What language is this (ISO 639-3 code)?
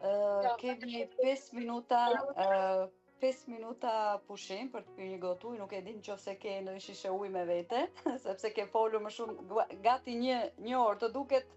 sqi